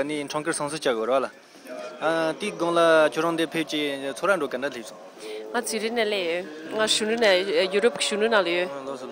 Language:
Tibetan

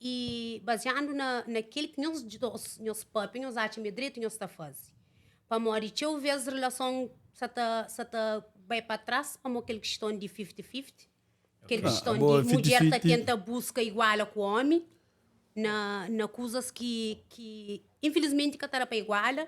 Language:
Kabuverdianu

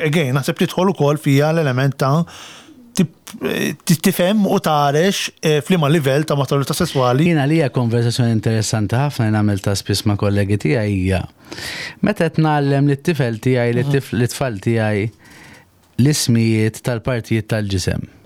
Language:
Maltese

